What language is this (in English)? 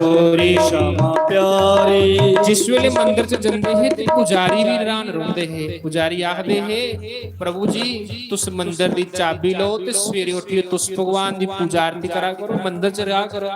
Dogri